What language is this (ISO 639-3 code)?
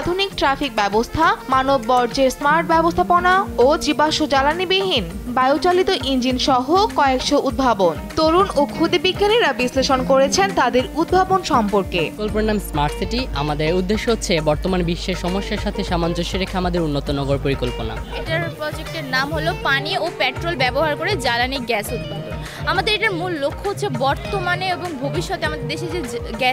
ben